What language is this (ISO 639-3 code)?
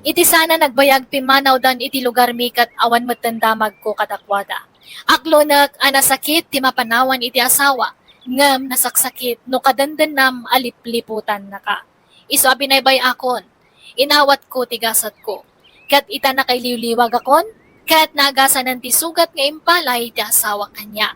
ilo